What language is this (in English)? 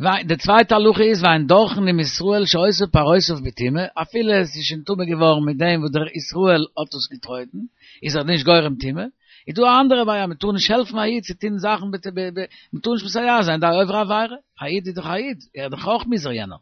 Yiddish